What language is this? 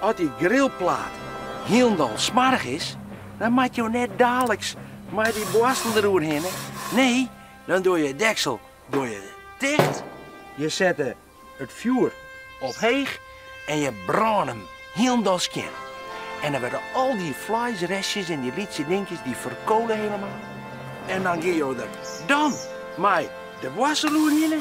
Western Frisian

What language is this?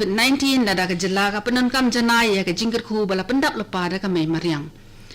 Khasi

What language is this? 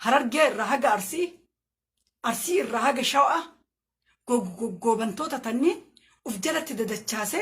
Oromo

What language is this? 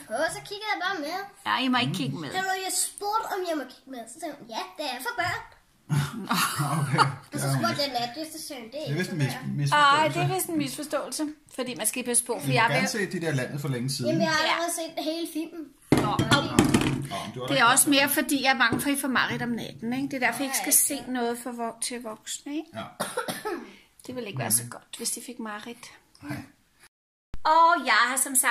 Danish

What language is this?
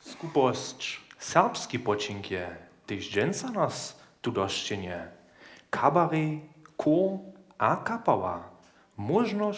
Upper Sorbian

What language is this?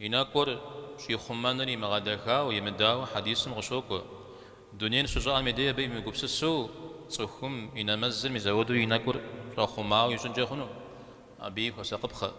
Kabardian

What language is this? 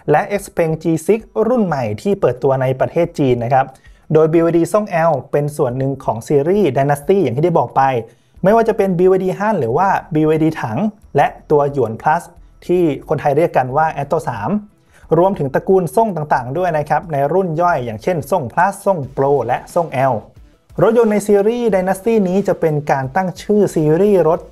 Thai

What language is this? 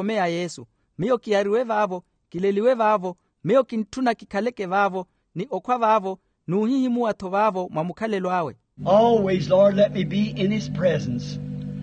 Makhuwa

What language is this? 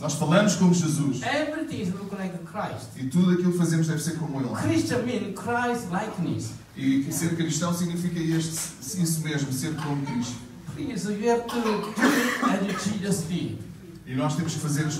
Portuguese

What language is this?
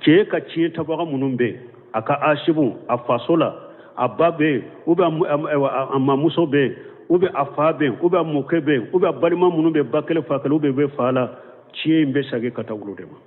Bambara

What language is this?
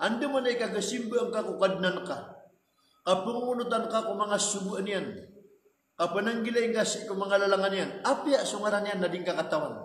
Maranao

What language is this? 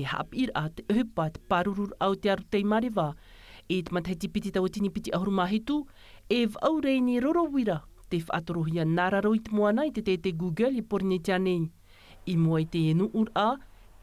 Tahitian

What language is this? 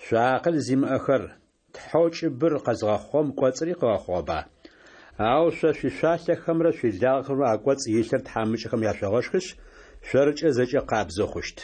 Adyghe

